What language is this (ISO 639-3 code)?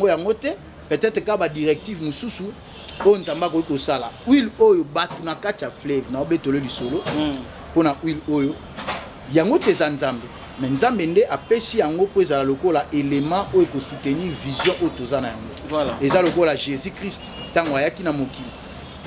lin